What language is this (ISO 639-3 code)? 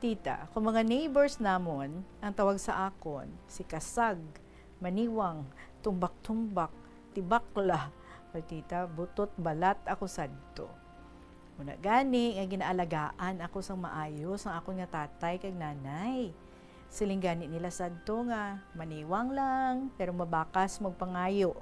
hil